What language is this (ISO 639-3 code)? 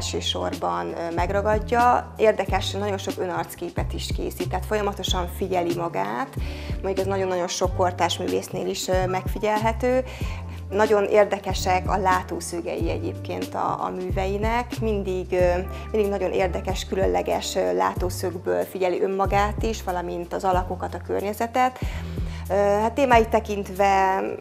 hun